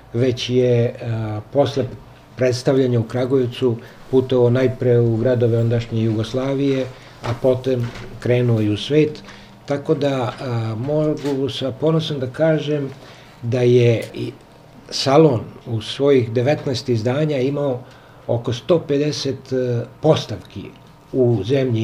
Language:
Serbian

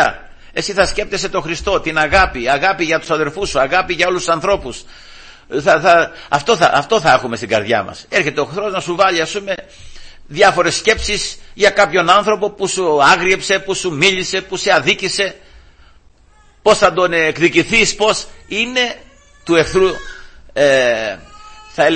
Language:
Greek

